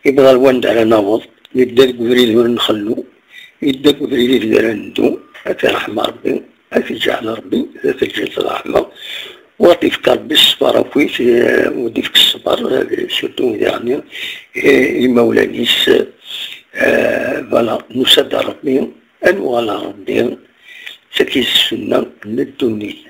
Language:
Kabyle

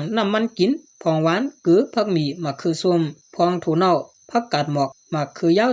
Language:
Shan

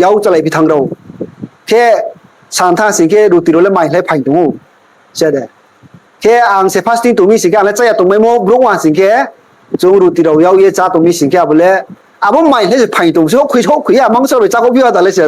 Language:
Riang (India)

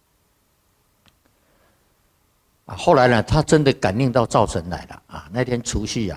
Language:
Chinese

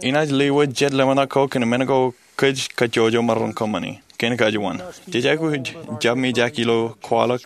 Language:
Marshallese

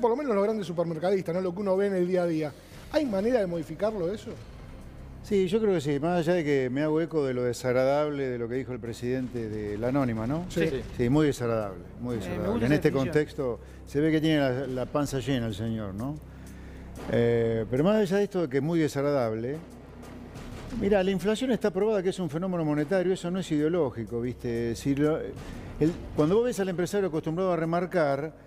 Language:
Spanish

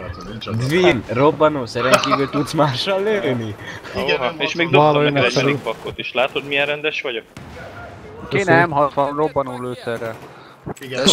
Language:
Hungarian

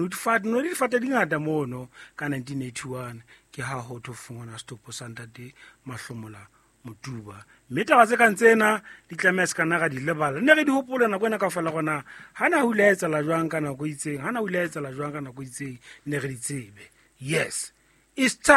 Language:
Southern Sotho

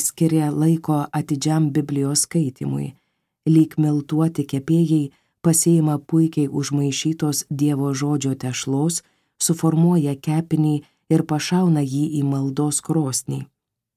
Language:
Lithuanian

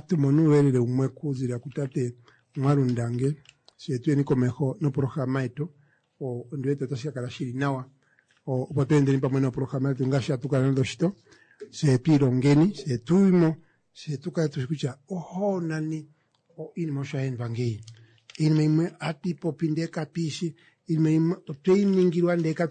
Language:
Kuanyama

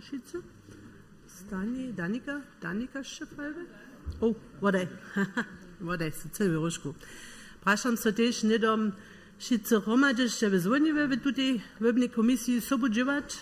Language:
Upper Sorbian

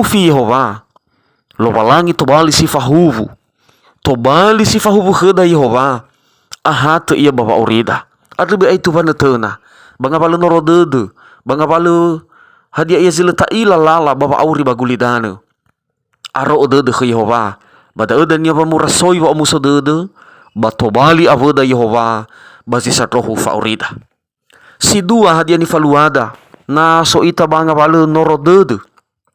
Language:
Nias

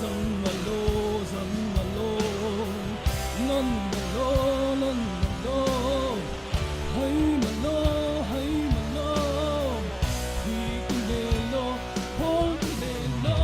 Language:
Falam Chin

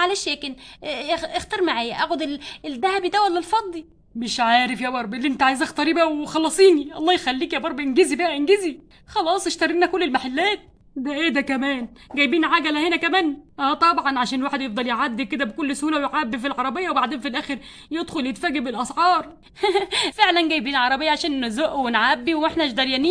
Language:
Egyptian Arabic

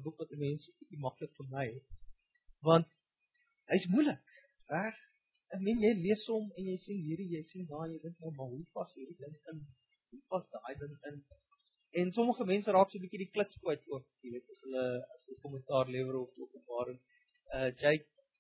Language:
Afrikaans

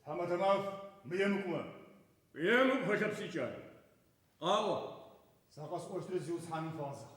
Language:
Adyghe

